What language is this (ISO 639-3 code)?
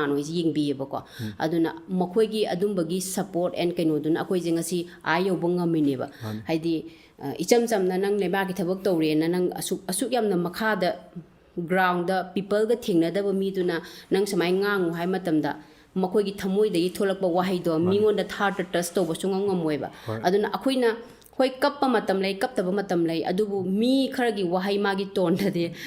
mni